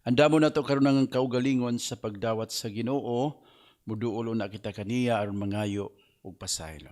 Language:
Cebuano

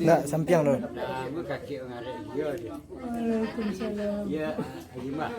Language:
Minangkabau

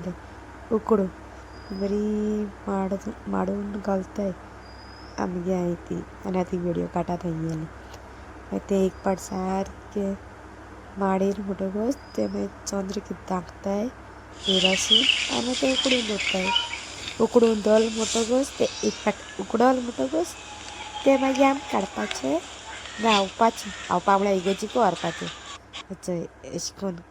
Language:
Konkani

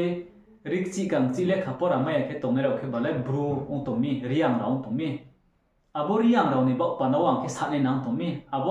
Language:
Riang (India)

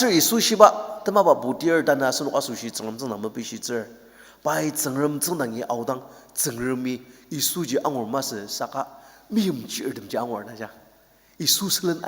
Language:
Ao Naga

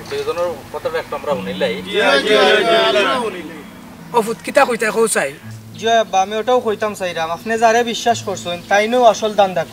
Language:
Sylheti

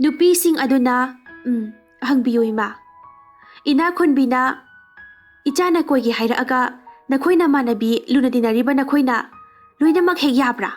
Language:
Manipuri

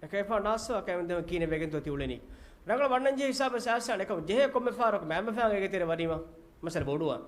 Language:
Divehi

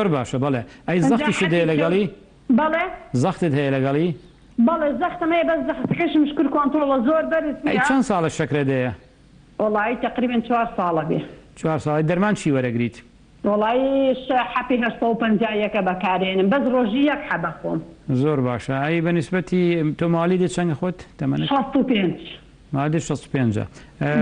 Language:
Central Kurdish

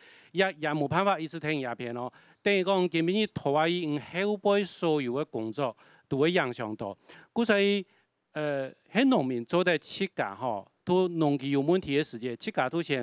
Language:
Hakka Chinese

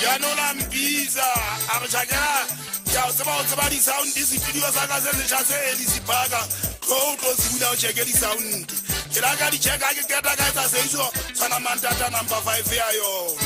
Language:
Southern Sotho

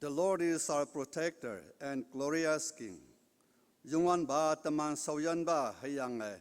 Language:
Konyak Naga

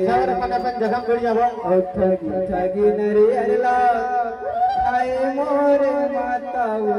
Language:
Chhattisgarhi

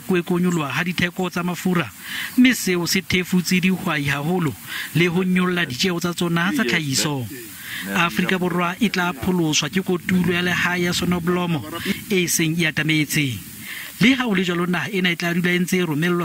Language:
Southern Sotho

